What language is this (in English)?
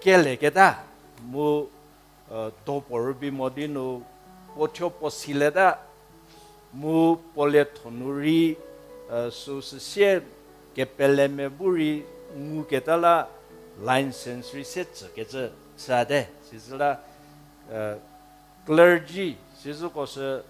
Angami Naga